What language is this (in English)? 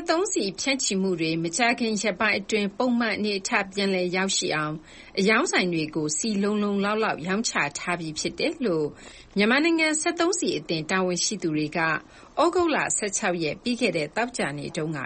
Burmese